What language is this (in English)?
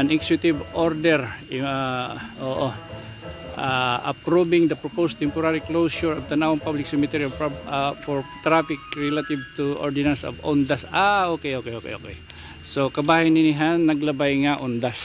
Waray